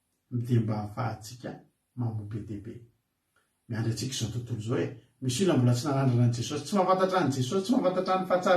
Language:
Malagasy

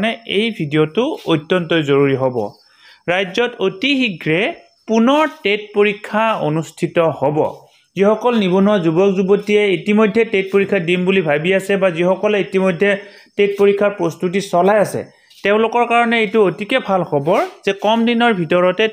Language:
Assamese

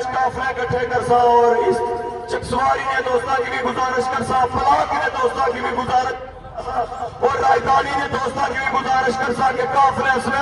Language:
Pahari-Potwari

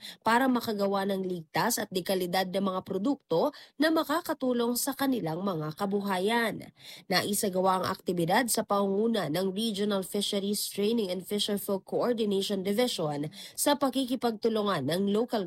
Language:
Filipino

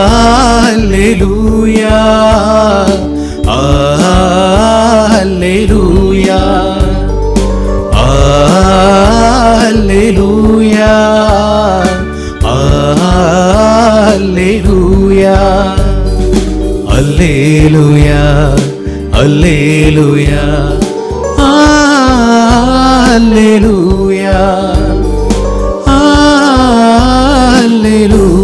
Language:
Tamil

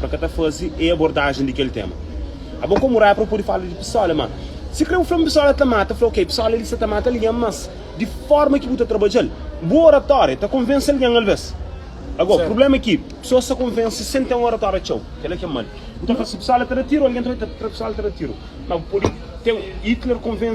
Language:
Kabuverdianu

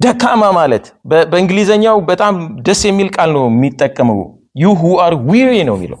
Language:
Amharic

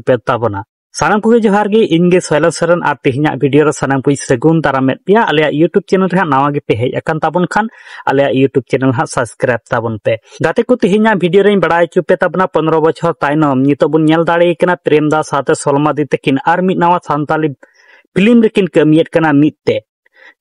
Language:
Santali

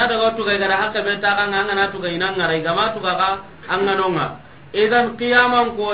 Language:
Soninke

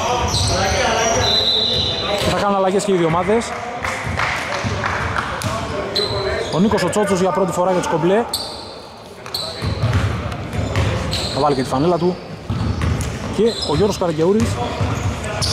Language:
Greek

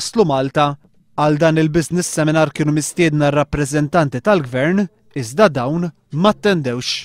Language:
Maltese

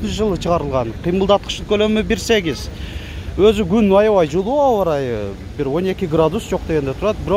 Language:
Kyrgyz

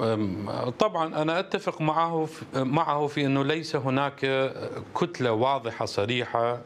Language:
Mesopotamian Arabic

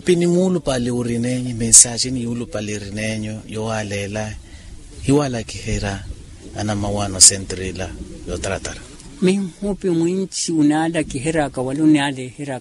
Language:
Makhuwa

